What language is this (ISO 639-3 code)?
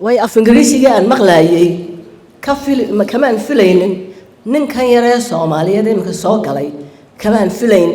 som